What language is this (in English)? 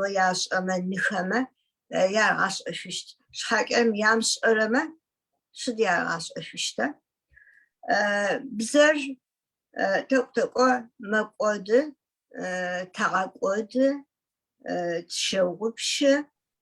Adyghe